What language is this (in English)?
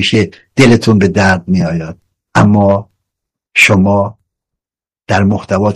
Persian